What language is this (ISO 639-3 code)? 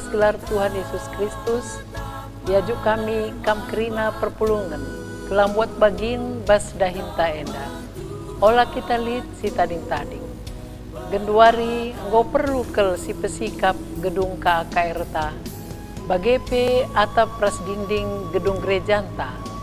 btx